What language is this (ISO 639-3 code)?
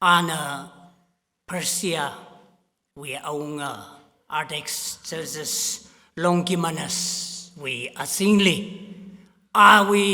nmf